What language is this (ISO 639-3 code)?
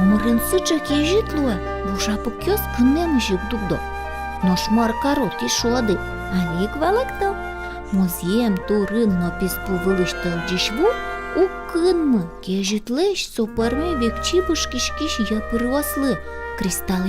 udm